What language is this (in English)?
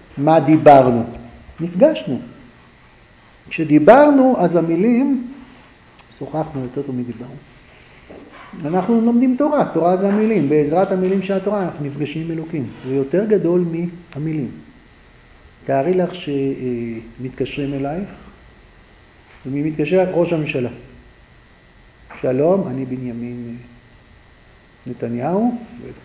Hebrew